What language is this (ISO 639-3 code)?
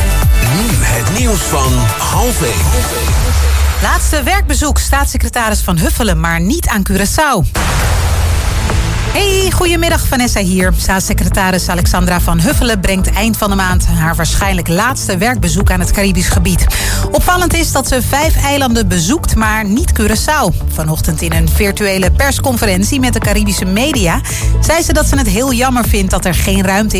nld